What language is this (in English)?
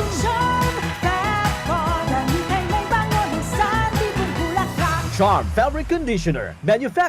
Bikol